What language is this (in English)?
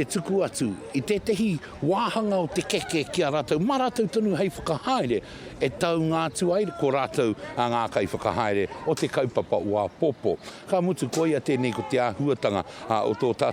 Māori